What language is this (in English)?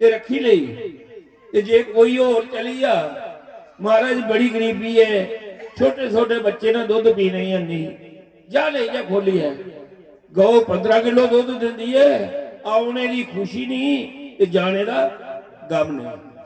Dogri